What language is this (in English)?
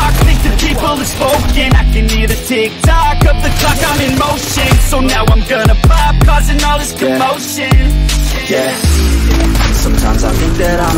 English